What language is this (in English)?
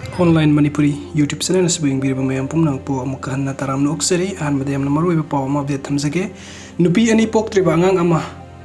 Manipuri